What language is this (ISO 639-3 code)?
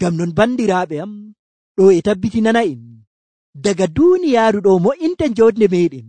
fuv